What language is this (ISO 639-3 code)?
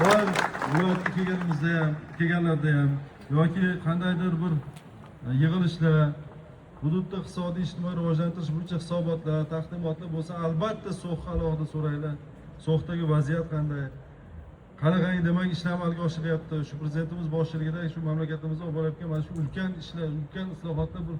uzb